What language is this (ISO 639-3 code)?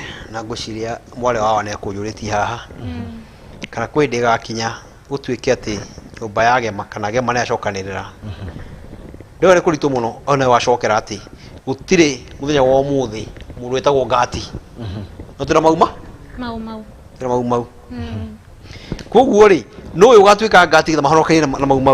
kik